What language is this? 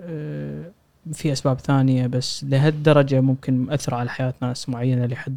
Gulf Arabic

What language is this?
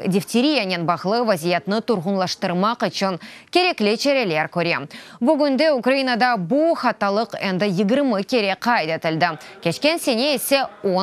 Crimean Tatar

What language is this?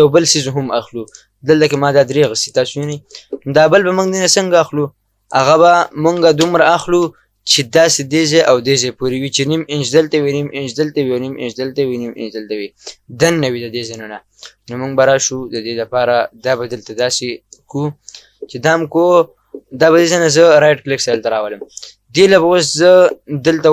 Pashto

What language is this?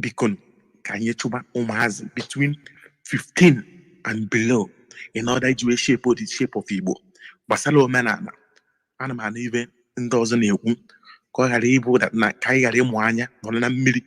Igbo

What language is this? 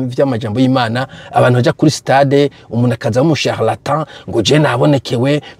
Rundi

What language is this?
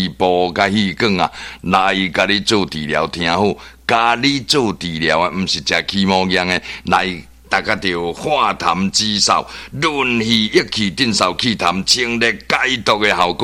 Min Nan Chinese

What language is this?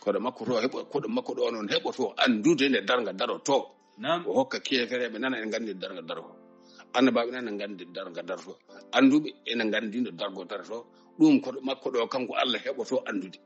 Fula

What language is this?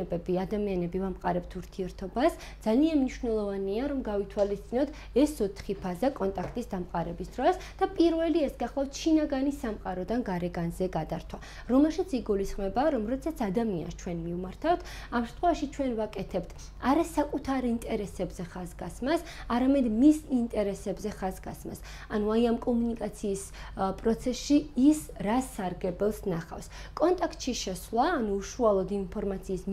Georgian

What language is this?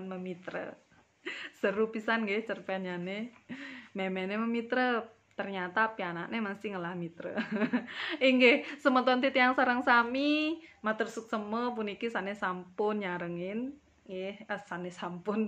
Balinese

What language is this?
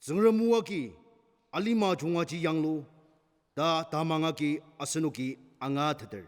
Ao Naga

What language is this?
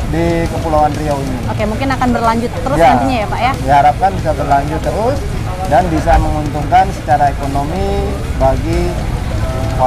Indonesian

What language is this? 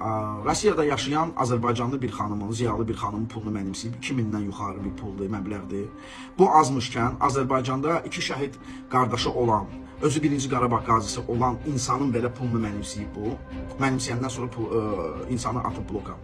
Azerbaijani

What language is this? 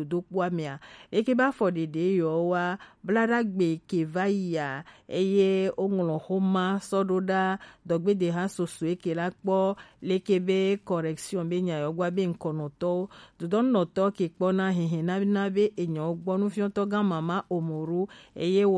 Gen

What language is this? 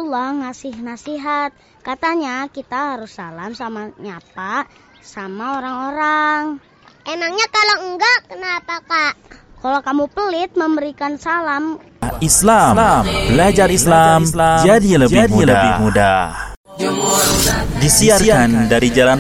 Indonesian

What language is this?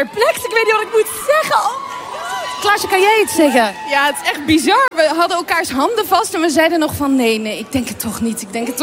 Dutch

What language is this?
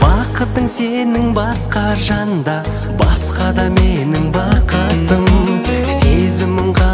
Kazakh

